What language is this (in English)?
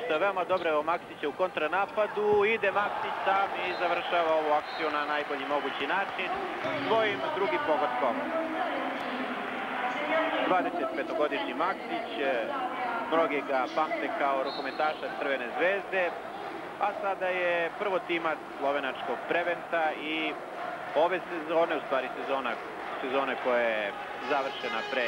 Serbian